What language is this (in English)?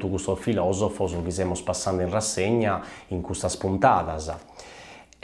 Sardinian